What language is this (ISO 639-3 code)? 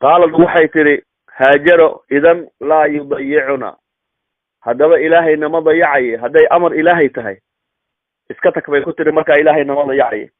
som